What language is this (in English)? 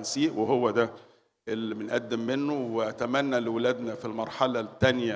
Egyptian Arabic